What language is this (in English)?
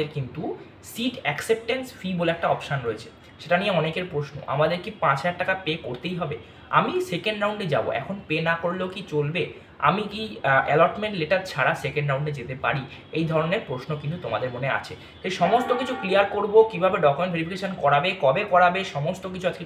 Bangla